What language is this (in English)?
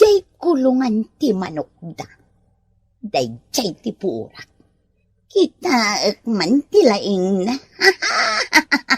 Iloko